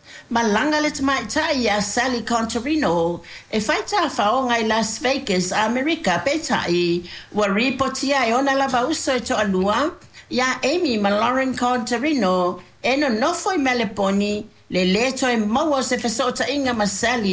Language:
Samoan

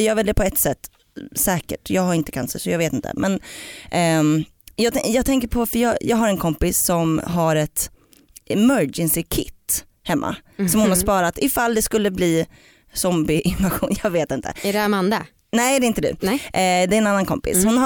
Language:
Swedish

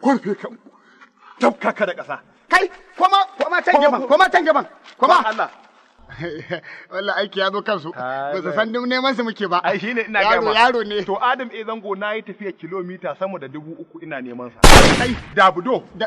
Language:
Hausa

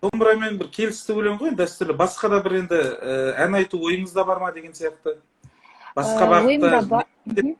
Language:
Kazakh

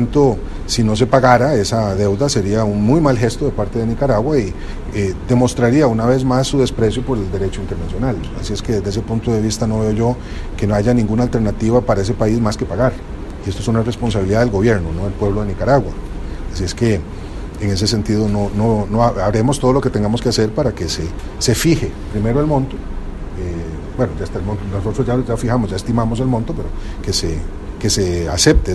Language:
Spanish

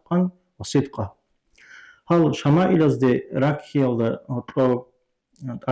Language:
Avaric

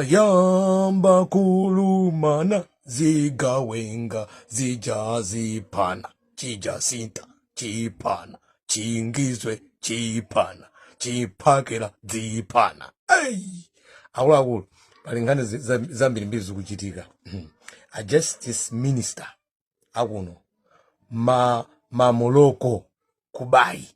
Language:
Nyanja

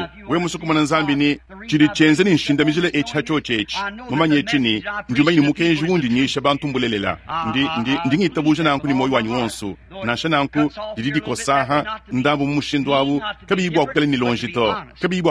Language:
Luba-Lulua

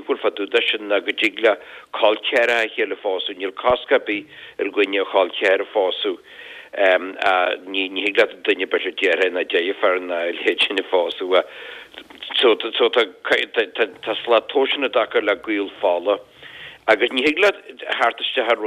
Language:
Irish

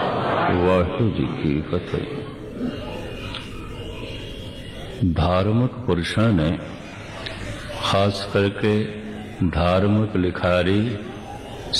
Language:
Punjabi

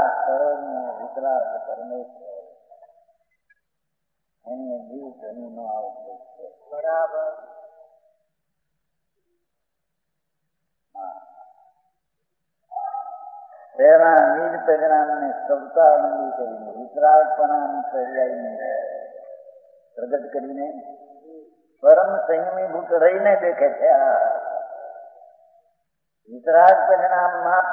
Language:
Gujarati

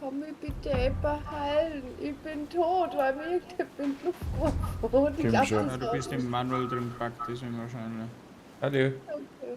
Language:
Bavarian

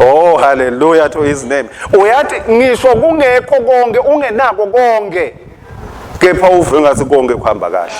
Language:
Swati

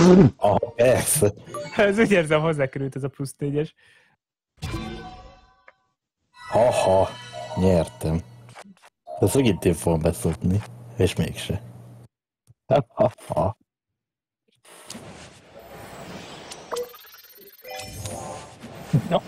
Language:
Hungarian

